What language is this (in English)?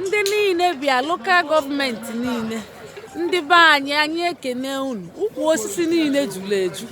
Igbo